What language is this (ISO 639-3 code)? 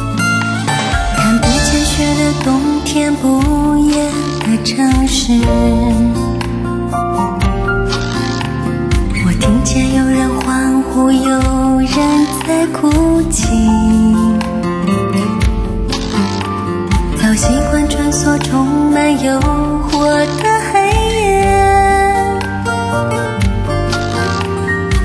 zho